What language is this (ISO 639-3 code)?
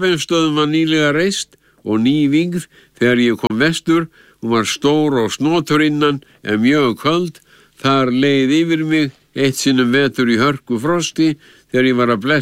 isl